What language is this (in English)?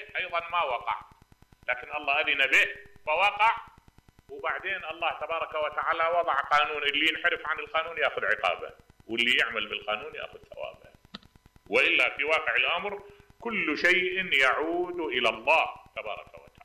Mesopotamian Arabic